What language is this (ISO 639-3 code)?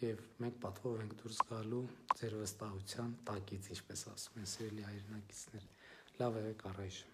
hye